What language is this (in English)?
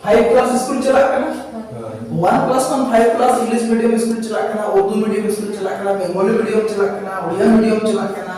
Santali